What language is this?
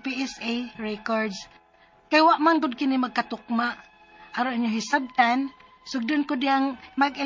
Cebuano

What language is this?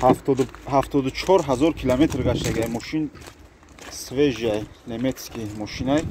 Tajik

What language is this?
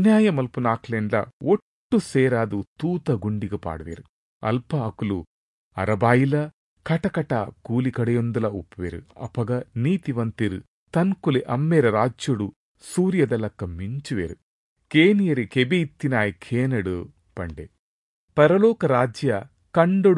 Tulu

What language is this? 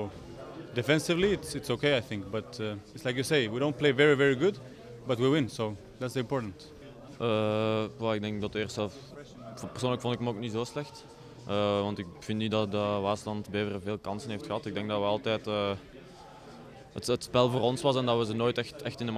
Dutch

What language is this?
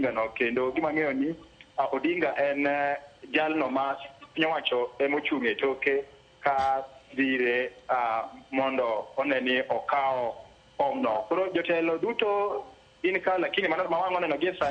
Luo (Kenya and Tanzania)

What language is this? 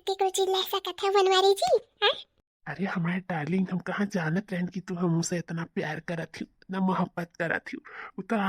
Awadhi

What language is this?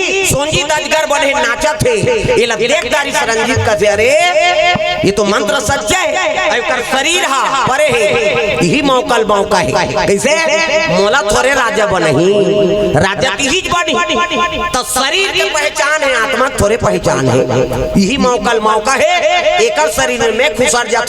Chhattisgarhi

